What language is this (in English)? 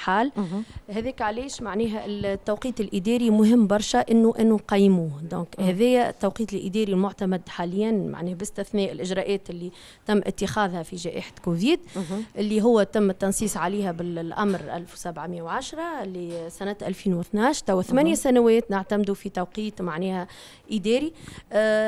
Tunisian Arabic